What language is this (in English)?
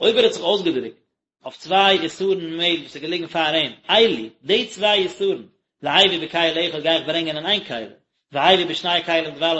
Yiddish